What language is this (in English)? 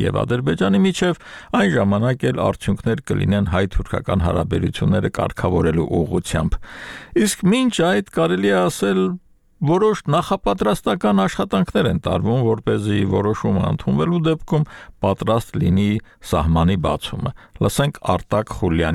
Armenian